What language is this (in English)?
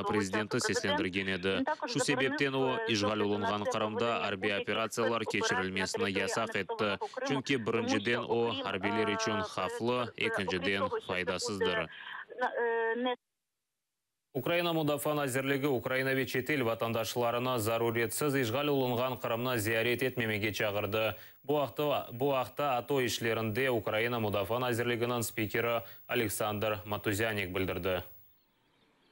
Crimean Tatar